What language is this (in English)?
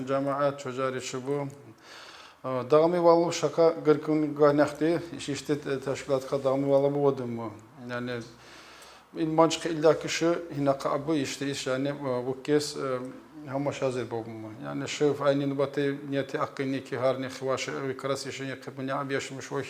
Tsakhur